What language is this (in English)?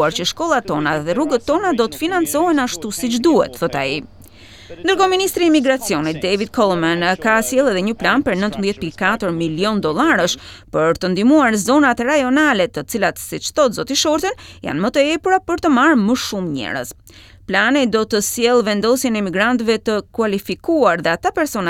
Albanian